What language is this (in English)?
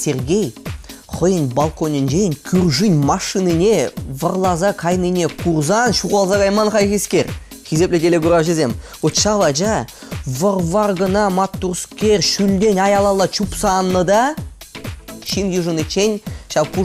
Chuvash